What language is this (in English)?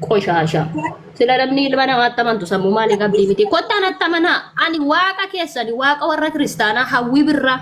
Oromo